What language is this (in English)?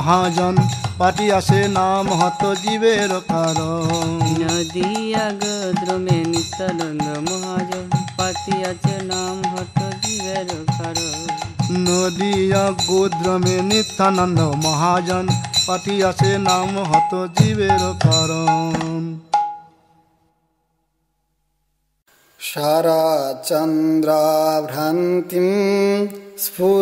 Bangla